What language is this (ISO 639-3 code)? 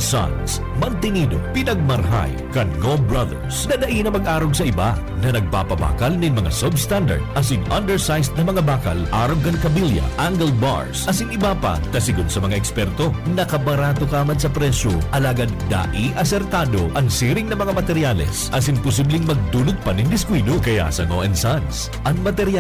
bik